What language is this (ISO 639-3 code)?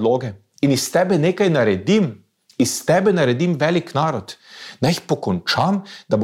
slv